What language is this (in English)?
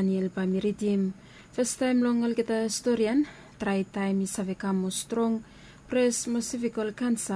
Bislama